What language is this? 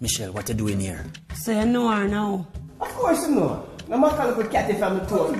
Jamaican Creole English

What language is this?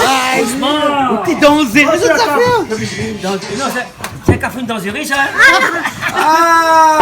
Réunion Creole French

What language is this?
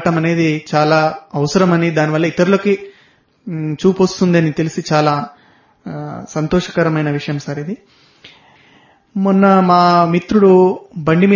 Telugu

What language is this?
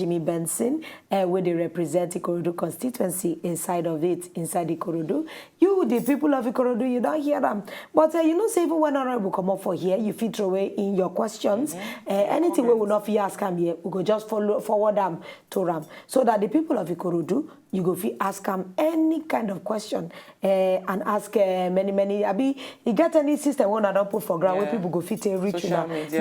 Nigerian Pidgin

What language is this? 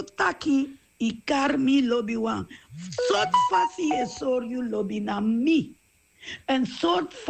Sranan Tongo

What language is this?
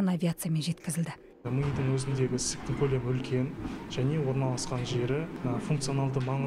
Kazakh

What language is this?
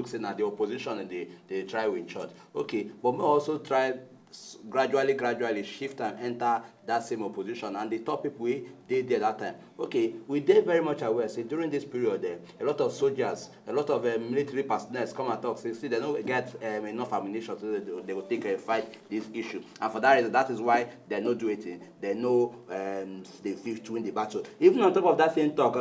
Nigerian Pidgin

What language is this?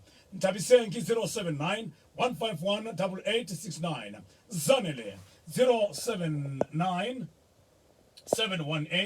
Tswana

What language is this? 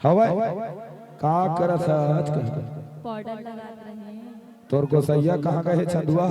Chhattisgarhi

